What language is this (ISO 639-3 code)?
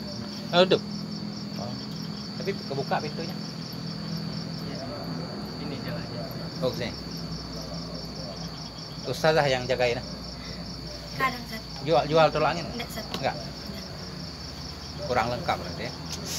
ind